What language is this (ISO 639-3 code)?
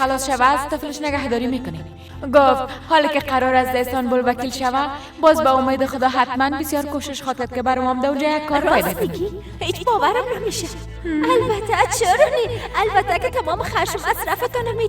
fas